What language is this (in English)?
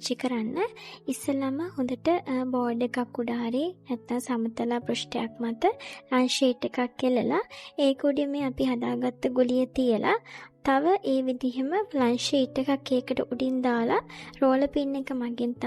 Sinhala